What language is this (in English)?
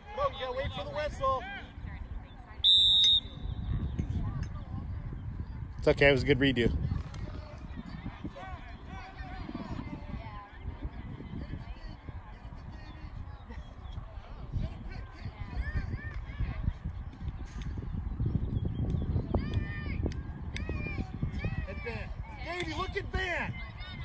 English